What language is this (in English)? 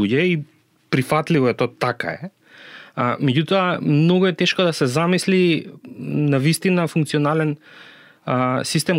Macedonian